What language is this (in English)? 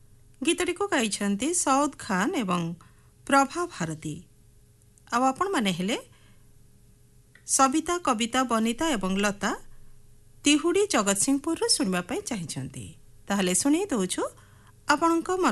Odia